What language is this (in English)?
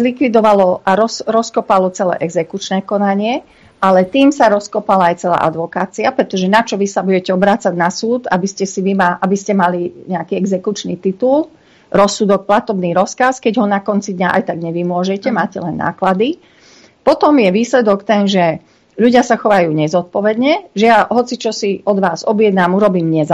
Slovak